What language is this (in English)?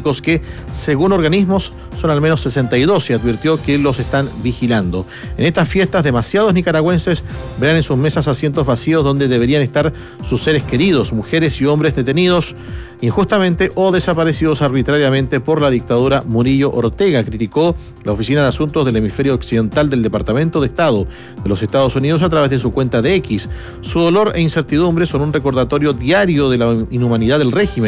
Spanish